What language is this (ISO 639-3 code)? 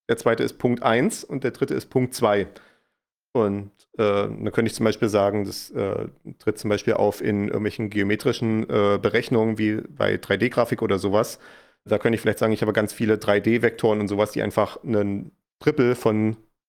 deu